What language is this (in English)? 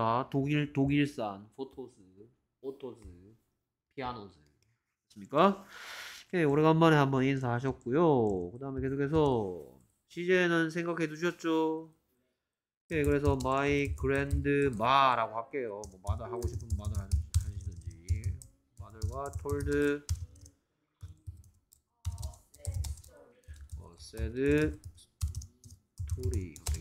Korean